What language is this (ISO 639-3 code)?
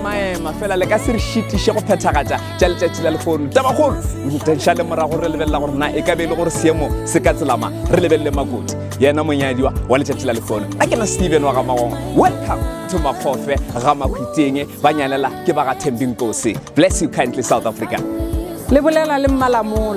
nso